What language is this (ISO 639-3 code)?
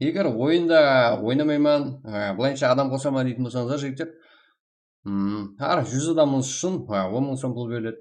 kaa